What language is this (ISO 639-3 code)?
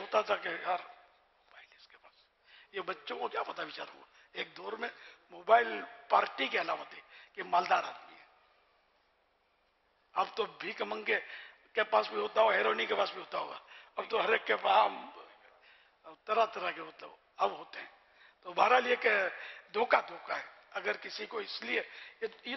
urd